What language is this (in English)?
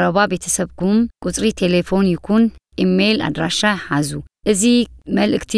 Tigrinya